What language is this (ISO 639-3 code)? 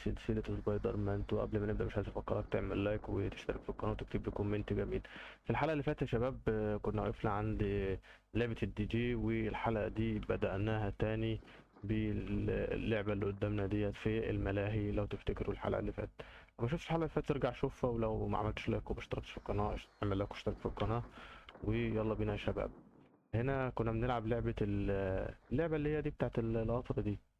arz